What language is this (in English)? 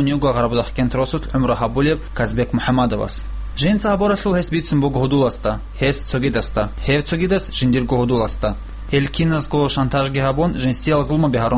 Avaric